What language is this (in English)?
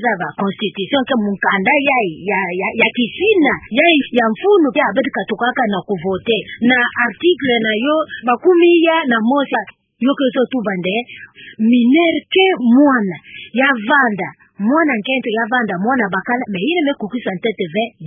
Kituba (Democratic Republic of Congo)